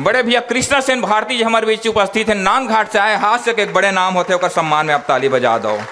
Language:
Chhattisgarhi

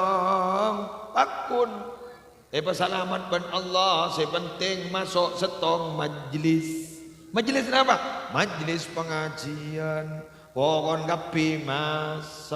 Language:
Madurese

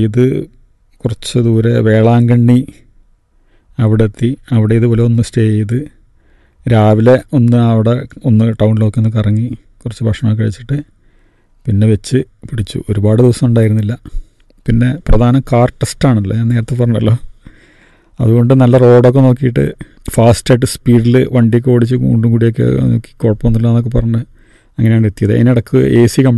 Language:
Malayalam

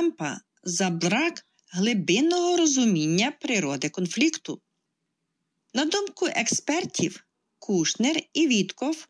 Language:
Ukrainian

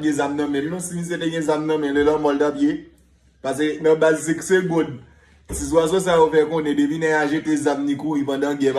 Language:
Haitian Creole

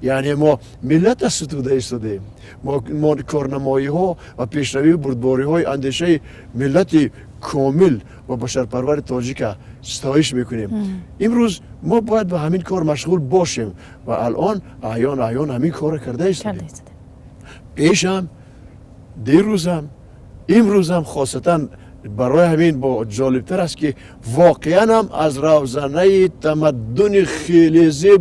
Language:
Tajik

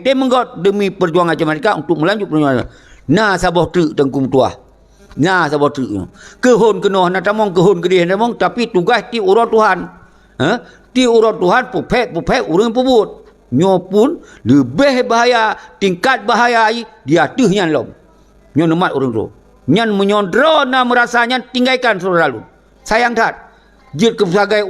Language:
Achinese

